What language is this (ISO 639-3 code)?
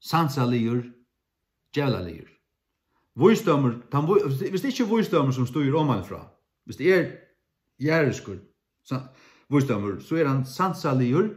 fao